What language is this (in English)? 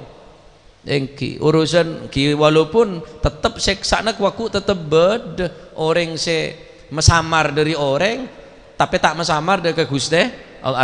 Madurese